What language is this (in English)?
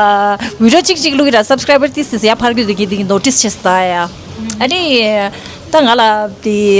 Tibetan